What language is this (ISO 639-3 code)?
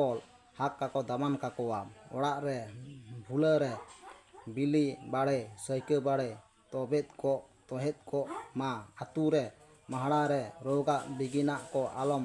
sat